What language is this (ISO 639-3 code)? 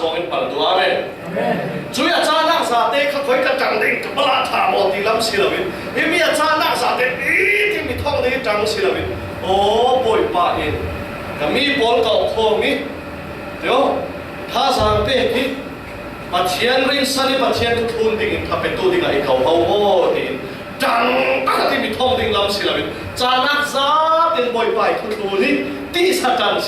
cfm